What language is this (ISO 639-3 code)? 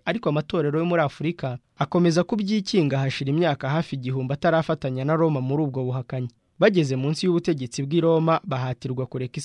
kin